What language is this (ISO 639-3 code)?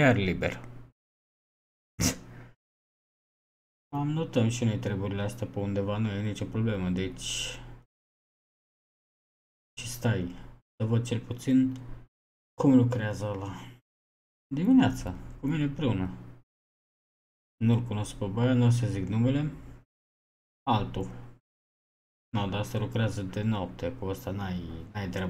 ron